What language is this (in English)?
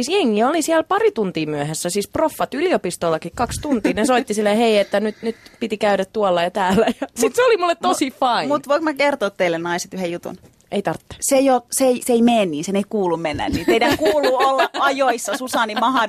Finnish